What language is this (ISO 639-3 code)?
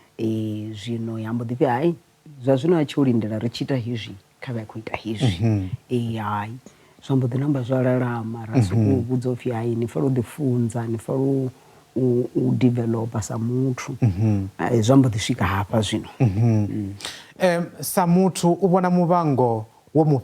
ven